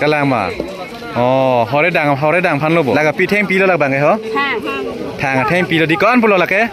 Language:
Karbi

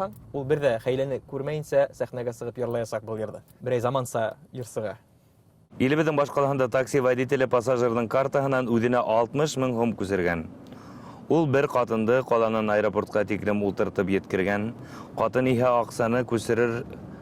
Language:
Bashkir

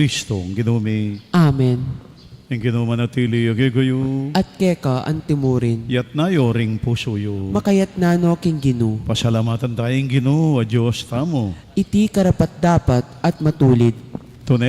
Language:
Pampanga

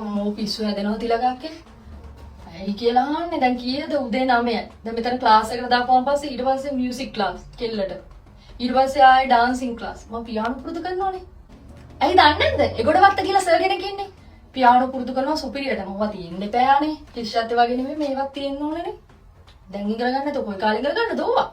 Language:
Sinhala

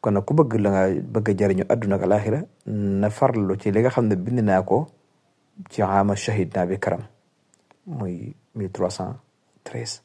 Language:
Wolof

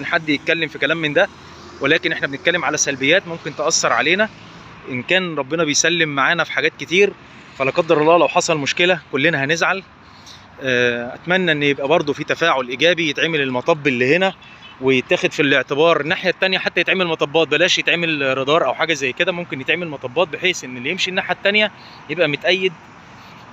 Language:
Egyptian Arabic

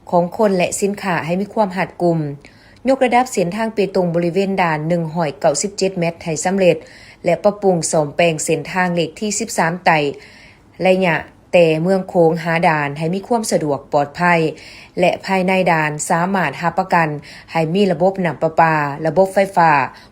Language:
Lao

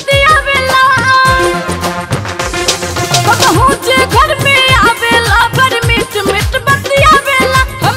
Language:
Bhojpuri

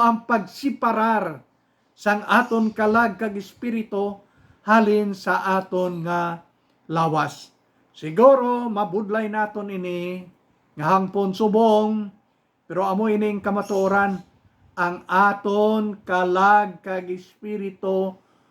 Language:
Hiligaynon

